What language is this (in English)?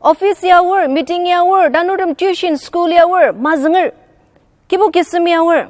Ao Naga